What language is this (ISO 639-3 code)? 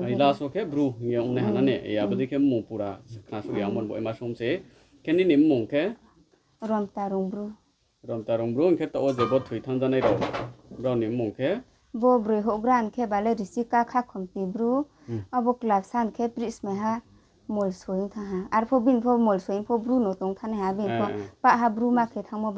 ria